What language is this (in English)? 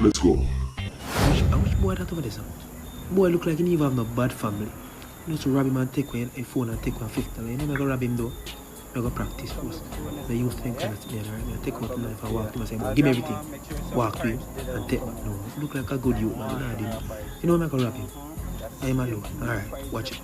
Jamaican Creole English